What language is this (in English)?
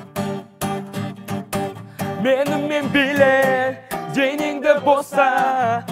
Kazakh